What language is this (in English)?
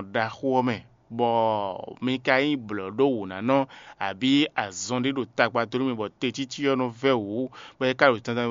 Fon